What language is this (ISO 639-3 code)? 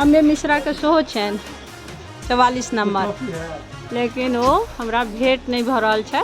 mai